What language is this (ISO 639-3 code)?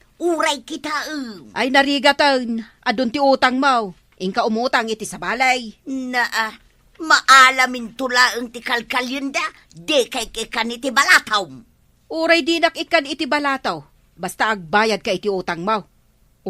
ilo